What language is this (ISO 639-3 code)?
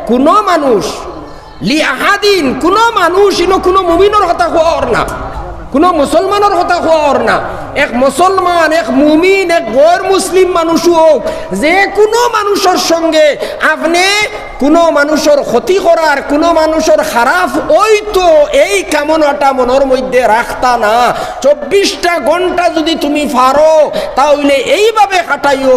syl